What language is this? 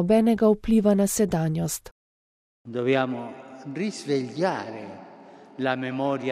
Slovenian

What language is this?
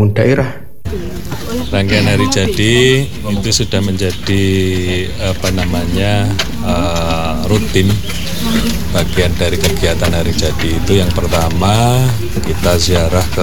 Indonesian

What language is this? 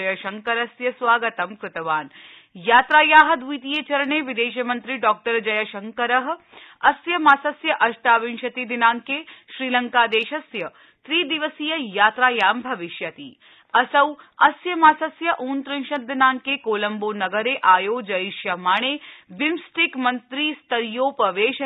Sanskrit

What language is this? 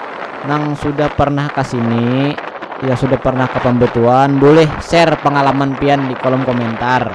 Banjar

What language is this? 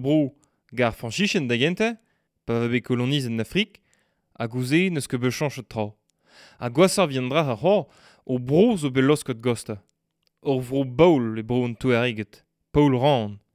Breton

